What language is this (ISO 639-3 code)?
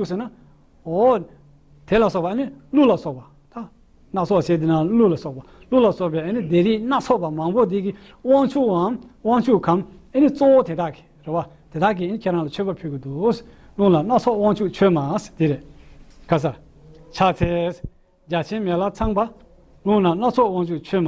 bod